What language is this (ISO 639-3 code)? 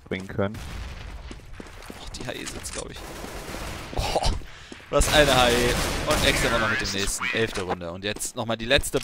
deu